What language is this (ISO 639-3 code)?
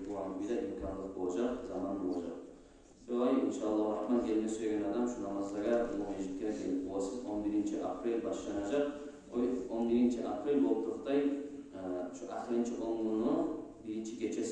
kum